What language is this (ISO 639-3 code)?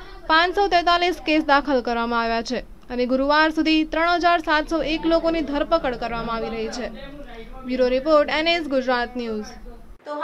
guj